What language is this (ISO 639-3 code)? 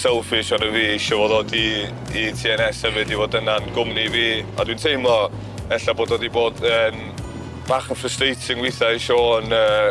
cym